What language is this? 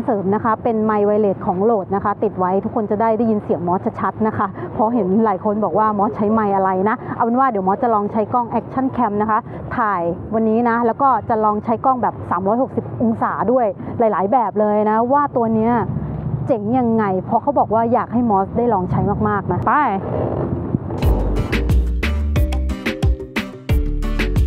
Thai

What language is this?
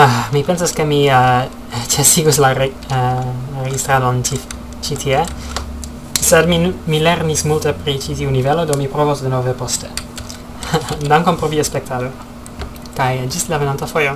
Esperanto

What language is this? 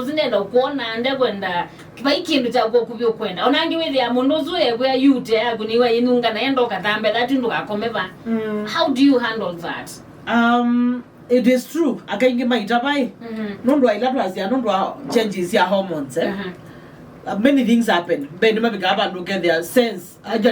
Kamba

